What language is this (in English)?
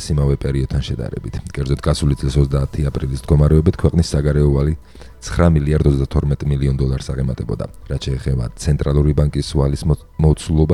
Georgian